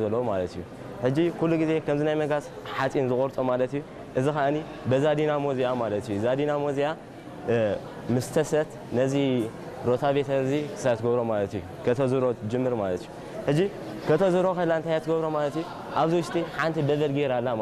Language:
Tigrinya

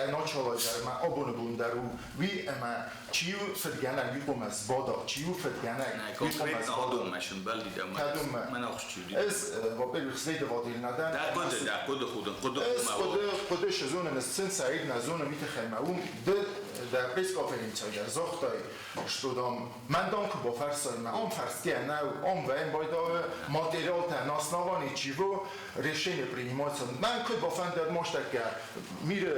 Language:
Ossetic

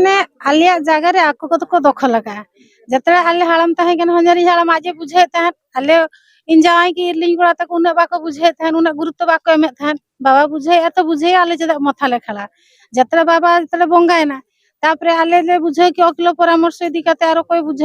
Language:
Santali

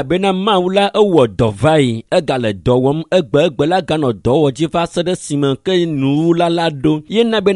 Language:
Ewe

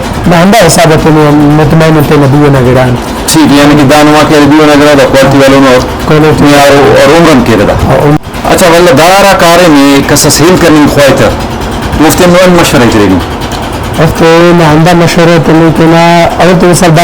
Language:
Brahui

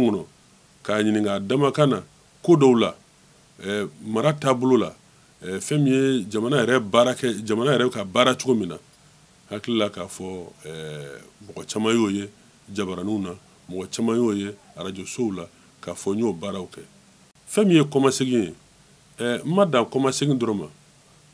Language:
Bambara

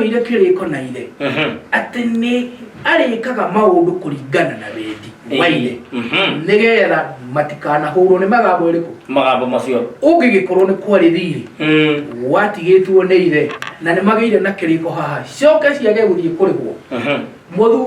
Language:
Kikuyu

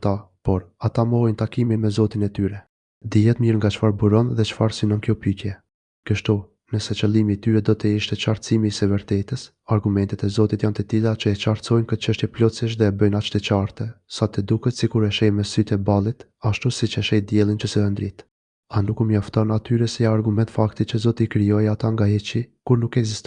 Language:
Albanian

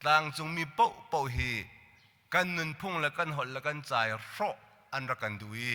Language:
Hakha Chin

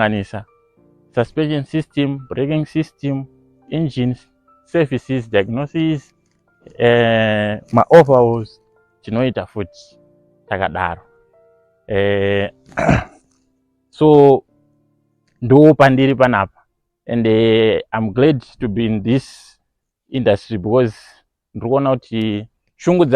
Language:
Shona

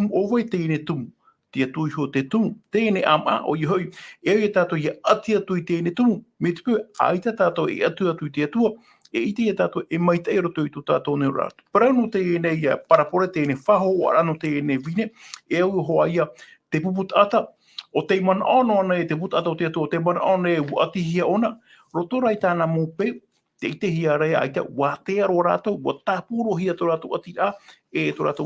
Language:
Tahitian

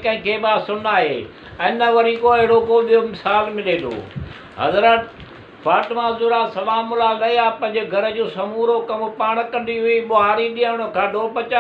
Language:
Sindhi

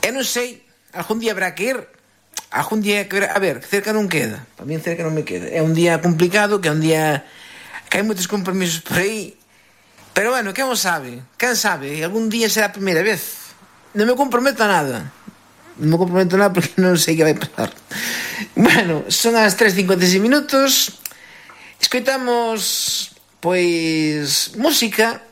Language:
Galician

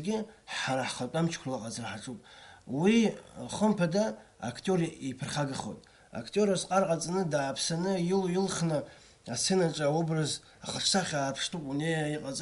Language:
Abkhazian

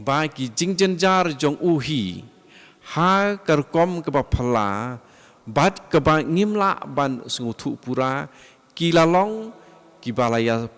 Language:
Khasi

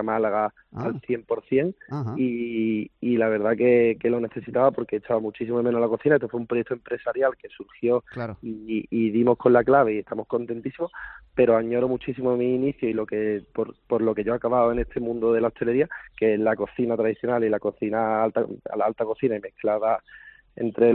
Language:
Spanish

